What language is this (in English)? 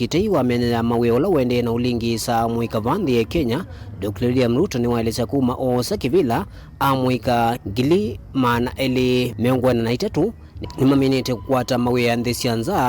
Kamba